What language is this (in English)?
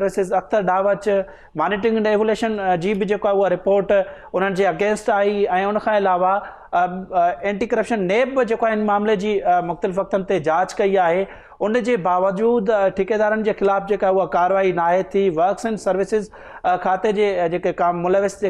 Sindhi